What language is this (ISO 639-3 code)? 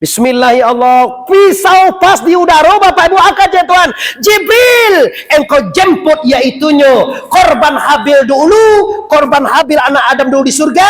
min